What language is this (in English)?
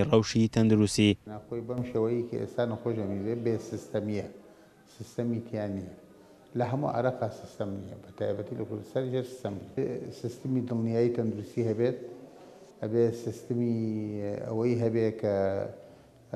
Central Kurdish